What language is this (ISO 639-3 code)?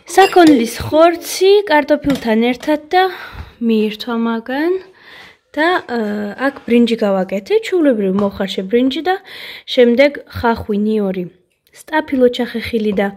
kat